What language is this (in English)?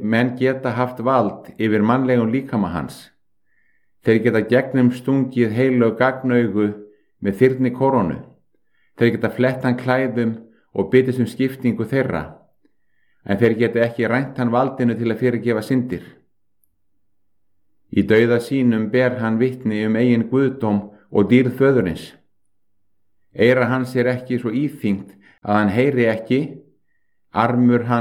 Icelandic